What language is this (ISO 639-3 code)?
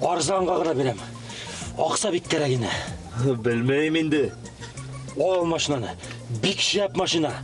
bak